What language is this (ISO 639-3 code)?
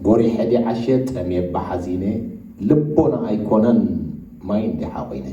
tir